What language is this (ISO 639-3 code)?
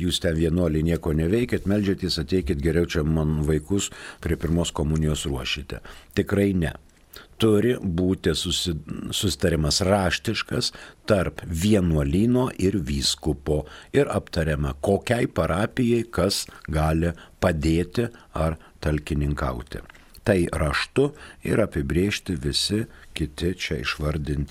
lit